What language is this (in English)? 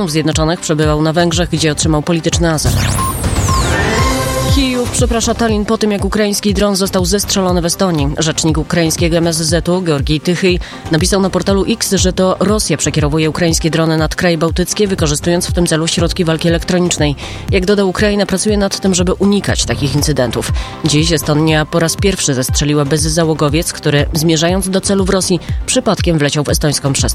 Polish